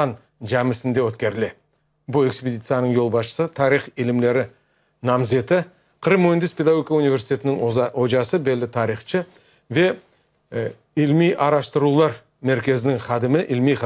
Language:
Crimean Tatar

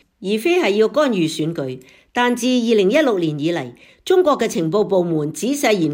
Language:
Cantonese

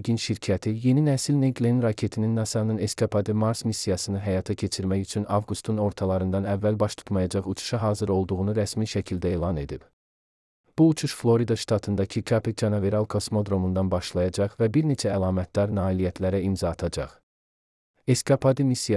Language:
Azerbaijani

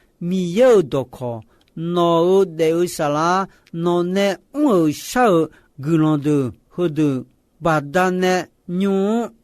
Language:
Akha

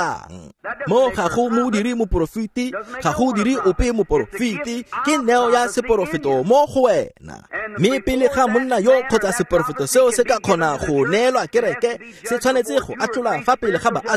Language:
Tswana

